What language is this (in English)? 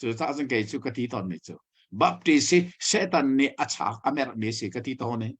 Hakha Chin